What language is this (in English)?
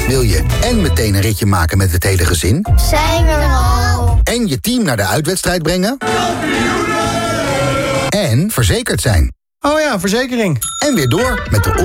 Dutch